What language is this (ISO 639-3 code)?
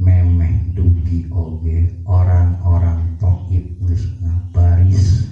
sun